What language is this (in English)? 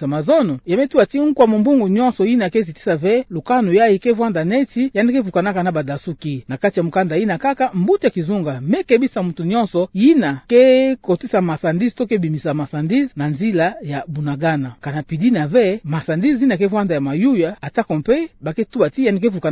Kituba (Democratic Republic of Congo)